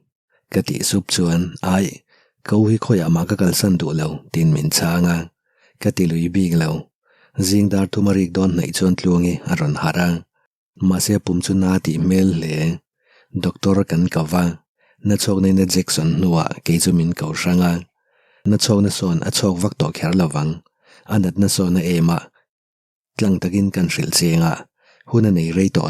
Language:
Mizo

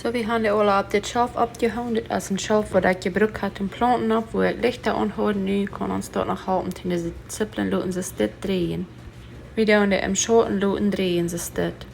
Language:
Plautdietsch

